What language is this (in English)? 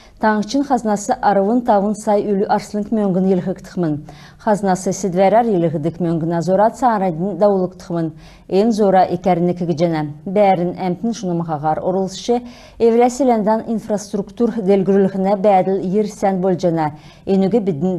Kalmyk